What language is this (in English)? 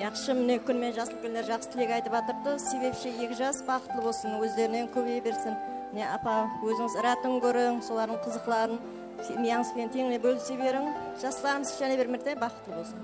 Kara-Kalpak